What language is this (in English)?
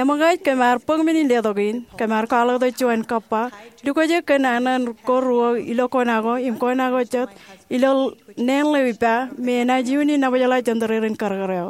Marshallese